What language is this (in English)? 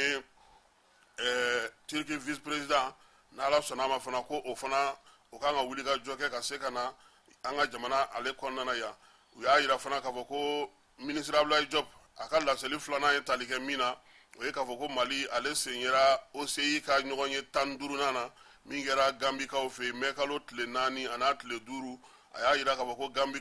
Bambara